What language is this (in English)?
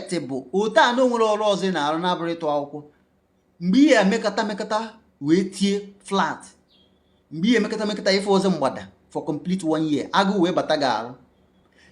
Igbo